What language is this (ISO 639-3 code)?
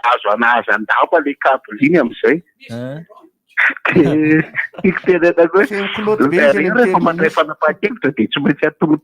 mlg